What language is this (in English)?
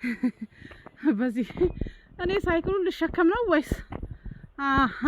Amharic